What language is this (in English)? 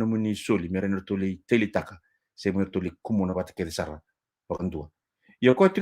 Fijian